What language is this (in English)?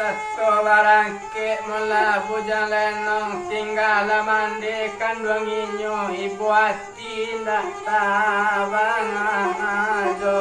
Minangkabau